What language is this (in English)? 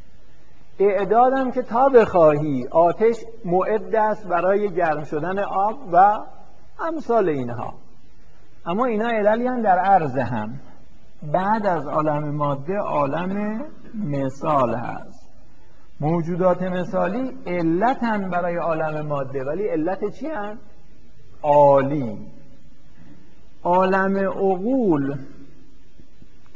Persian